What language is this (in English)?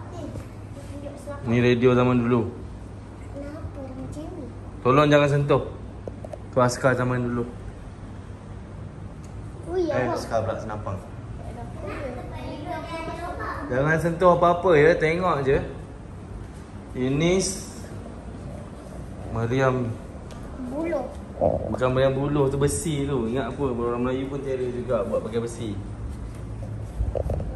Malay